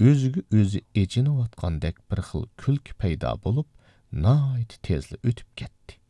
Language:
Uyghur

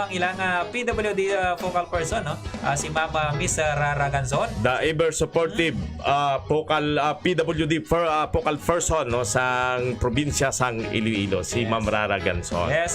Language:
Hiligaynon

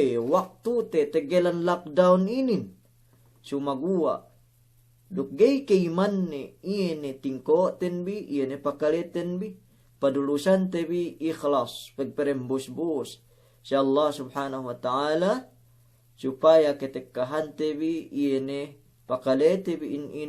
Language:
Yakan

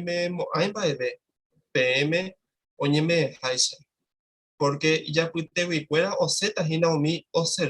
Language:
Guarani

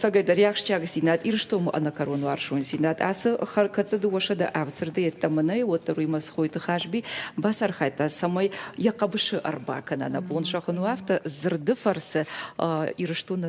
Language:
Ossetic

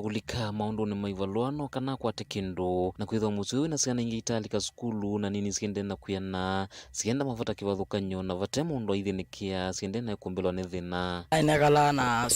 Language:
Kamba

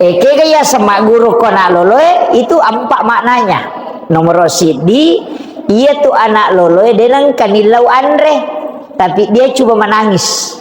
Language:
Buginese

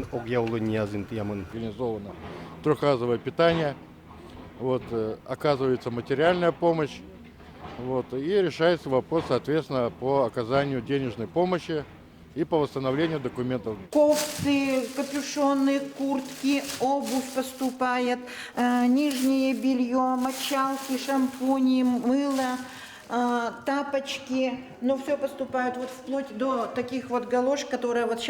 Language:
Udmurt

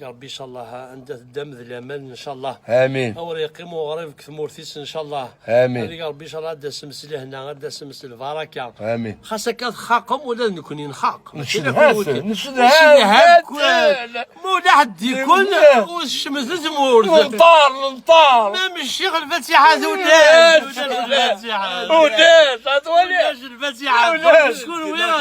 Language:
Kabyle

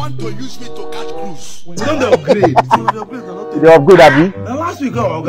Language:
Nigerian Pidgin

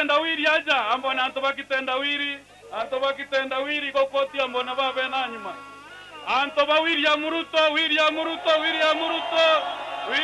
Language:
Meru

